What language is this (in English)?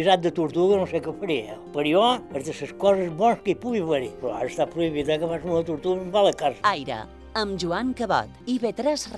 Catalan